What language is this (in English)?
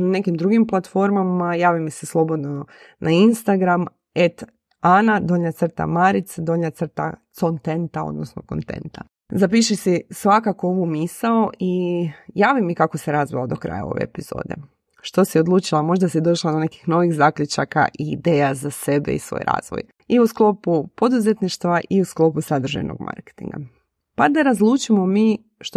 Croatian